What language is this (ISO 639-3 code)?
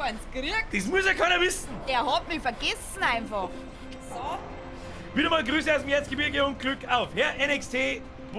bar